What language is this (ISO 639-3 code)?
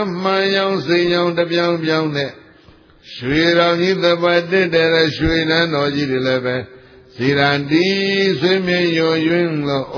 mya